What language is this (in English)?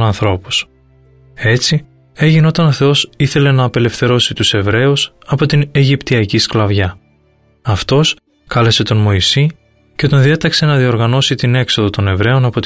Greek